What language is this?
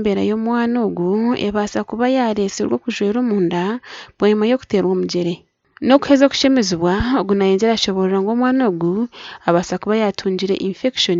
Nyankole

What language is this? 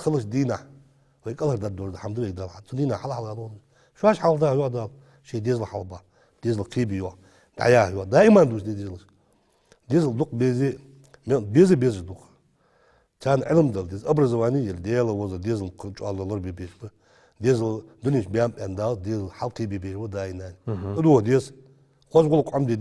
Ingush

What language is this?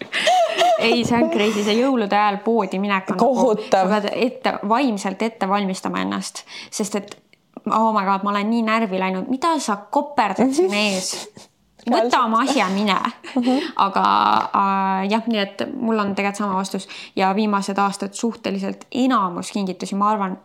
Estonian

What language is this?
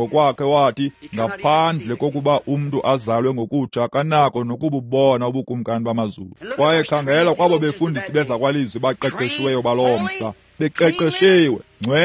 Xhosa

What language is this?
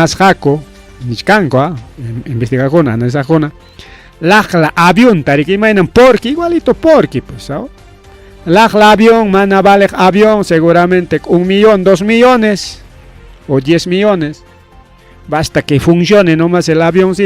Ayacucho Quechua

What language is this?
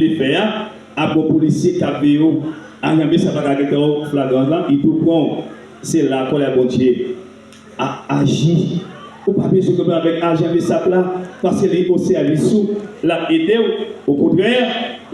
Haitian Creole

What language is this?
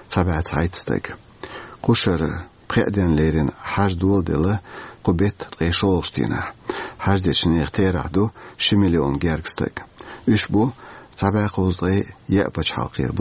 Chechen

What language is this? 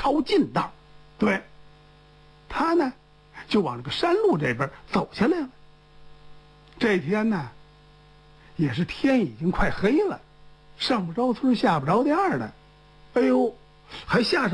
Chinese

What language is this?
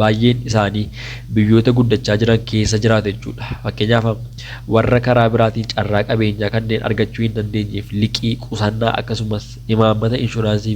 Oromo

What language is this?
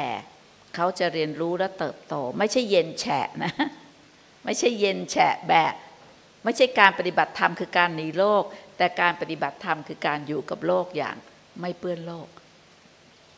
Thai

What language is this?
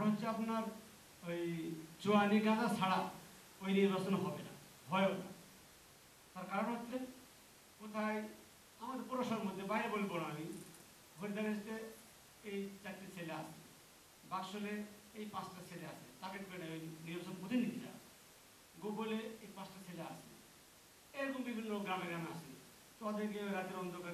Bangla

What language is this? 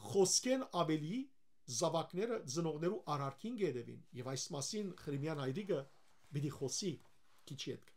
Western Armenian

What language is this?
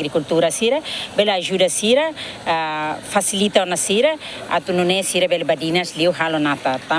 Tetum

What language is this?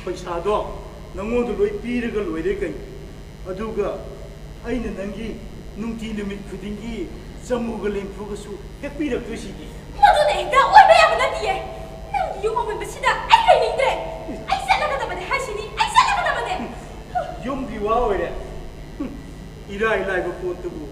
Manipuri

